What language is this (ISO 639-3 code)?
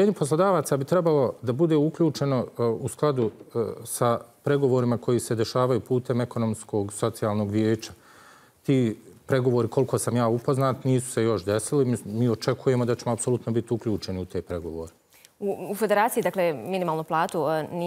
bos